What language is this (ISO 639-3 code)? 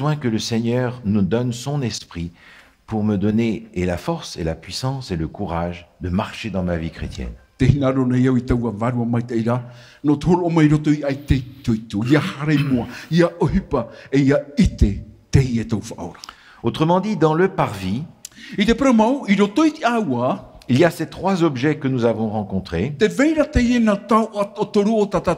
tah